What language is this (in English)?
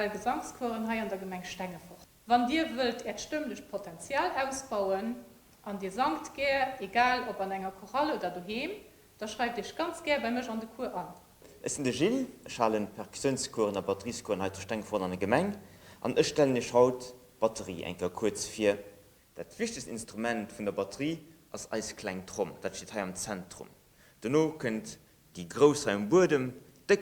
Luxembourgish